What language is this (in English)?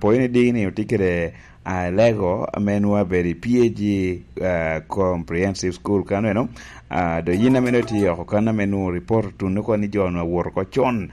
Lango (Uganda)